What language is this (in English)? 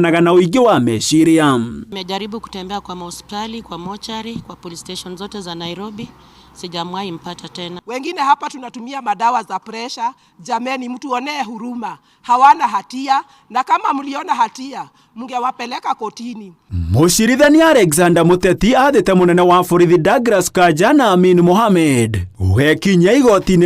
Kikuyu